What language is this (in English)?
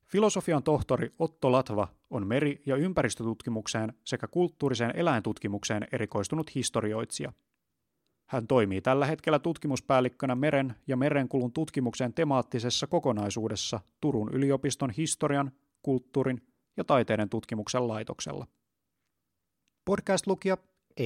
Finnish